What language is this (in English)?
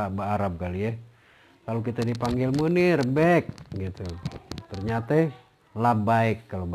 Betawi